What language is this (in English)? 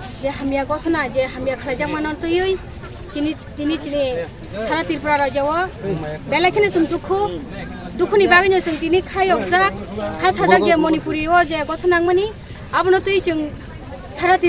Kok Borok